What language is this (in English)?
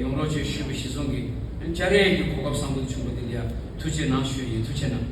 Tibetan